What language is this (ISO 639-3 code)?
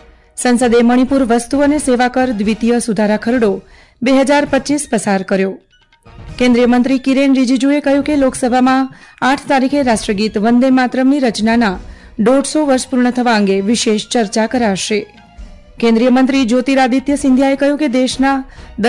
guj